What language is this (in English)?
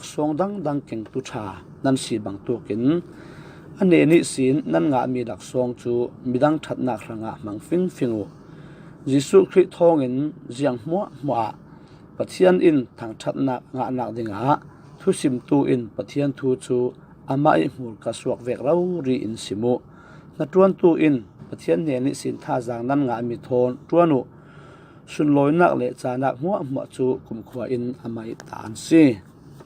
Falam Chin